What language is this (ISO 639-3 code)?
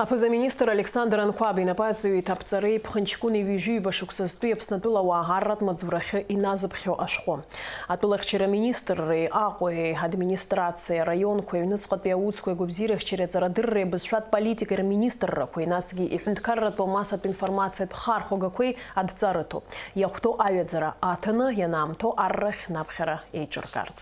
abk